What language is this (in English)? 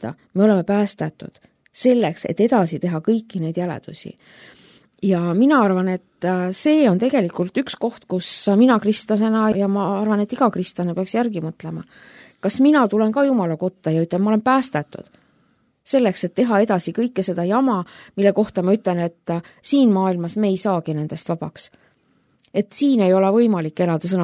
Estonian